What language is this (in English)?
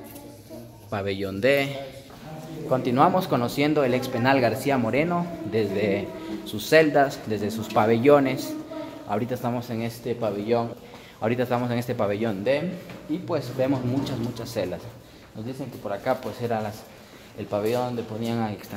Spanish